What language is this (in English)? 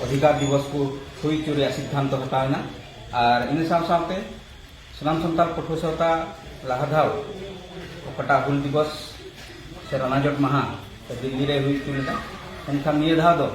Santali